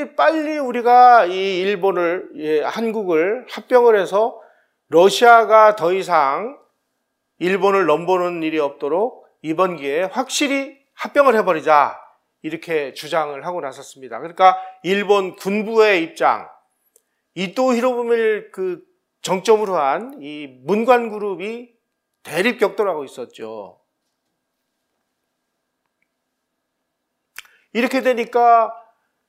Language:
Korean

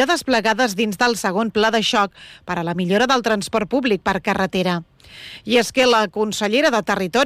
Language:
Catalan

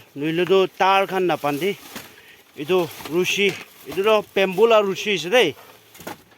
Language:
Naga Pidgin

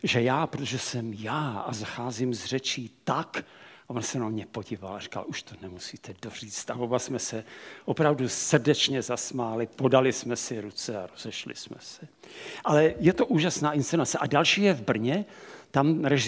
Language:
Czech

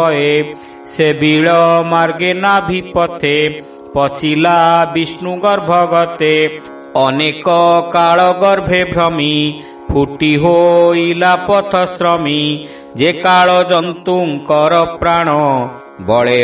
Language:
Odia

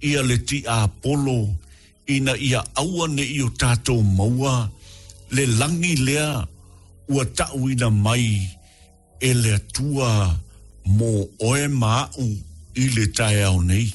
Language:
Samoan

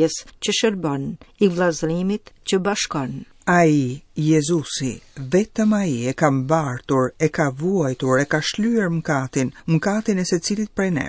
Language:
Albanian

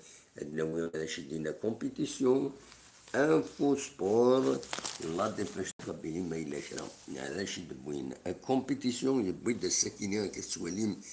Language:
Kabyle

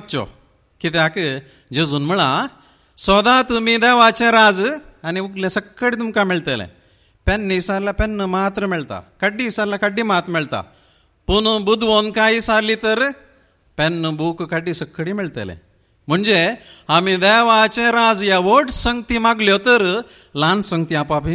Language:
Konkani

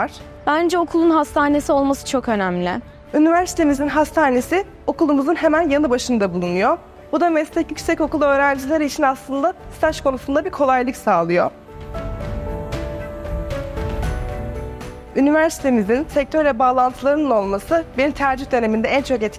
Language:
Turkish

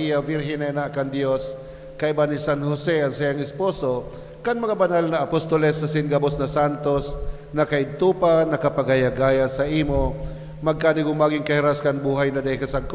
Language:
Bikol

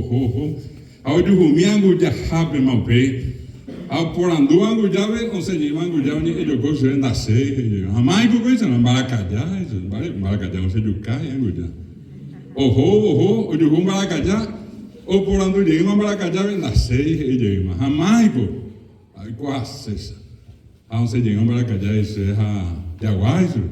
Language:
Guarani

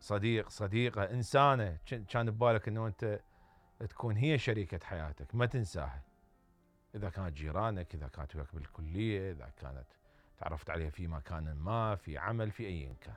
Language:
Mesopotamian Arabic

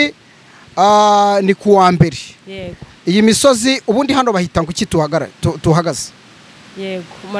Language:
Kinyarwanda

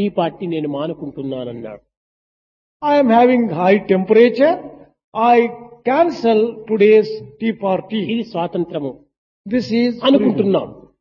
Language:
Telugu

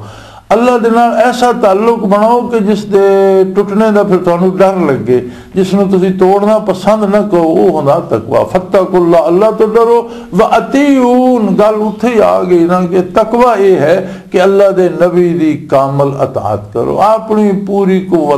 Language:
Western Panjabi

